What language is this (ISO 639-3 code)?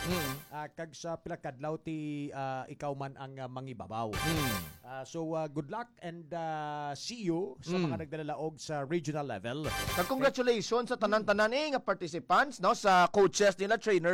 hil